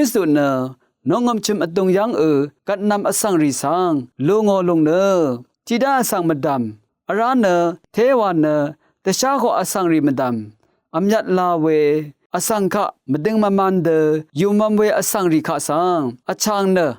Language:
Rawang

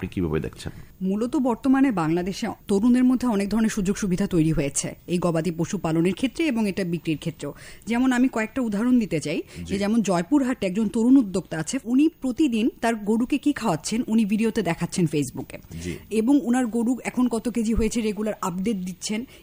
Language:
Bangla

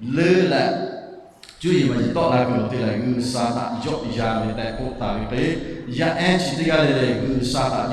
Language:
Lahu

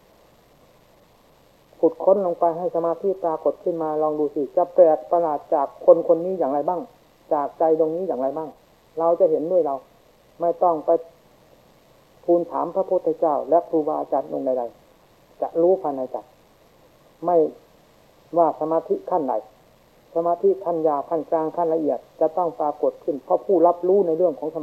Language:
Thai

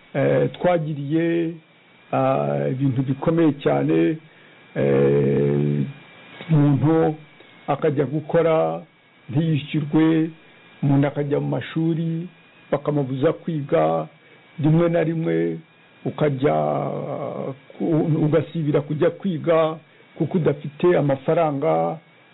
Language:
Kinyarwanda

